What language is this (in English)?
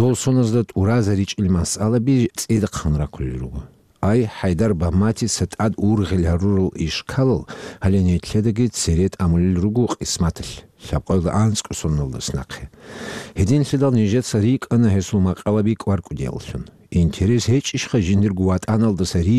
Avaric